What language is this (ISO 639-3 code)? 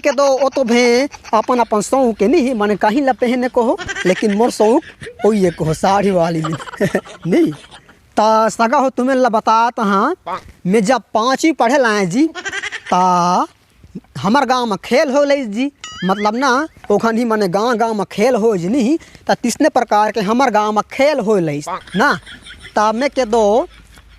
hne